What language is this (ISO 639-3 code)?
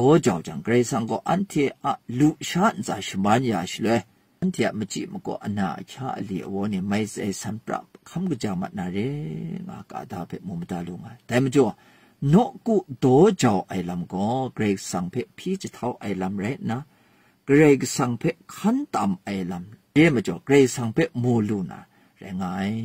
kac